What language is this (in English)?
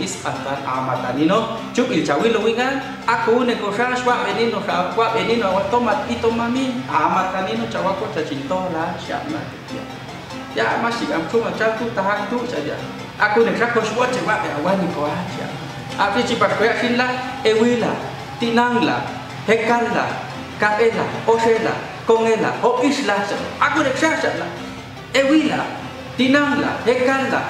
Popti'